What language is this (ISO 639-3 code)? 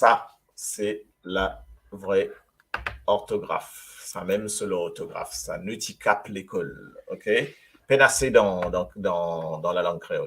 mfe